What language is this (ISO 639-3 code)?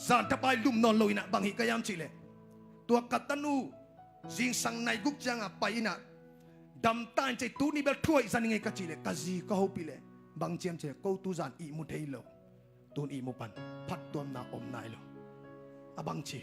ctd